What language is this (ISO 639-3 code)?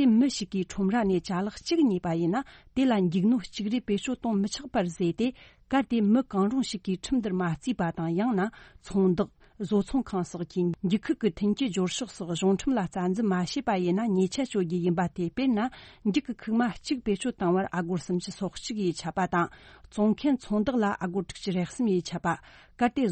bod